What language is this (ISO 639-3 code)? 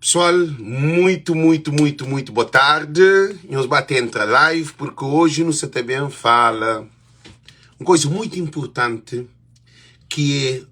kea